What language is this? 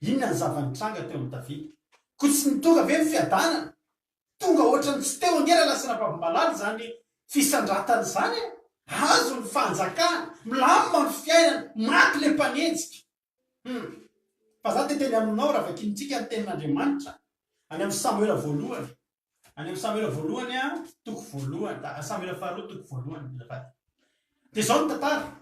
Malagasy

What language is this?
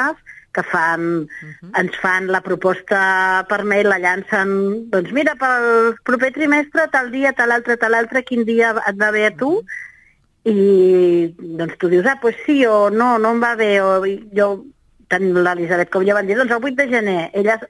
Catalan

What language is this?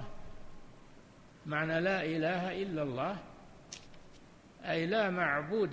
Arabic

